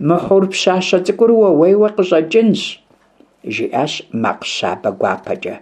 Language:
Kabardian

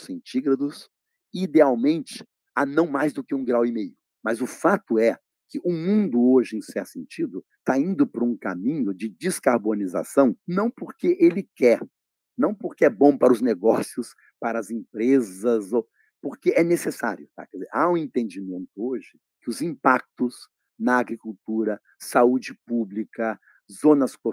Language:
Portuguese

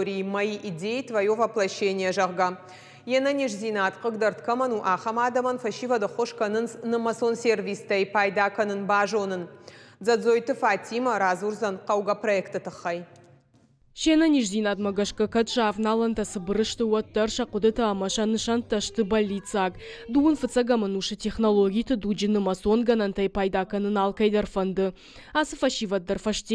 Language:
Ossetic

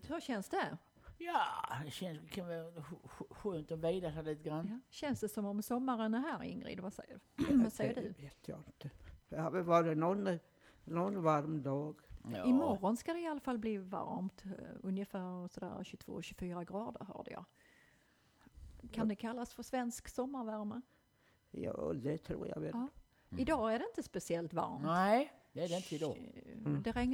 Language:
Swedish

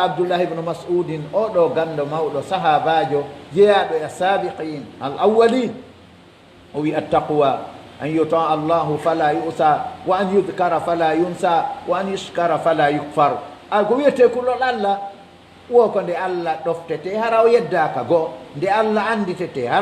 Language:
Pular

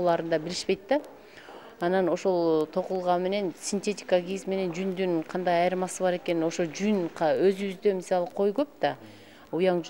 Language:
Kyrgyz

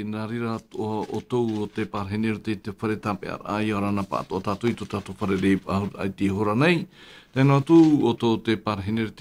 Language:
Tahitian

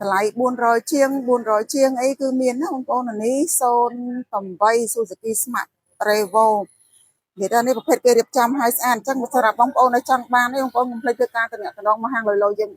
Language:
Khmer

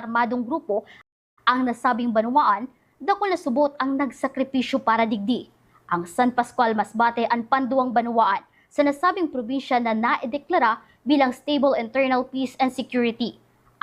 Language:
Bikol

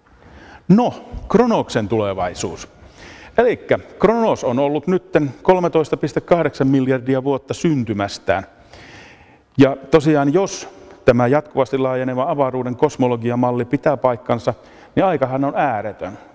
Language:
Finnish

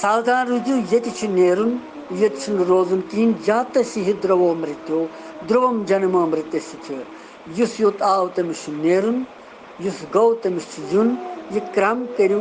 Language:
Kashmiri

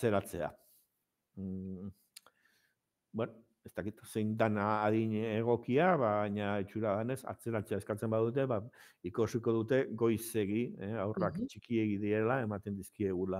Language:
Basque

